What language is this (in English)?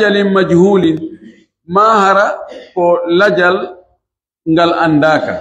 Pular